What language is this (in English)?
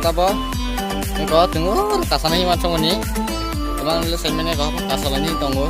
Kok Borok